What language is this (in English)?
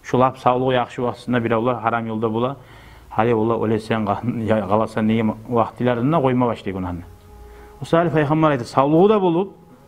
Kumyk